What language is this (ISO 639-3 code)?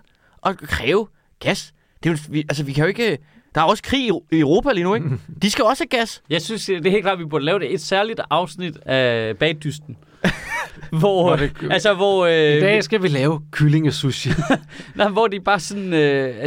dan